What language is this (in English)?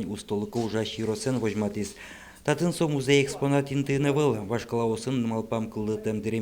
Udmurt